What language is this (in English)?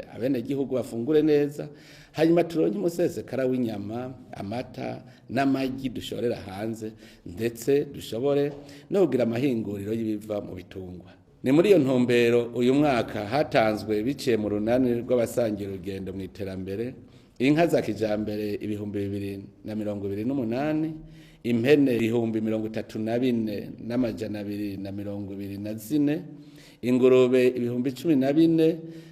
Rundi